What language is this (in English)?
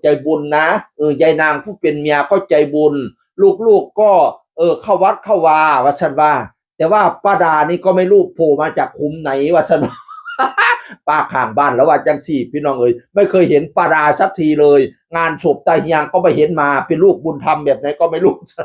Northeastern Thai